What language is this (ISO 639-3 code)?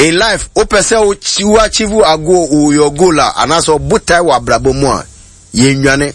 aka